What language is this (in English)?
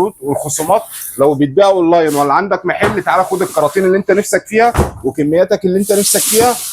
Egyptian Arabic